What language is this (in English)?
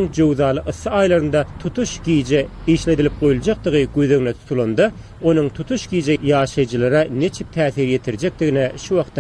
Turkmen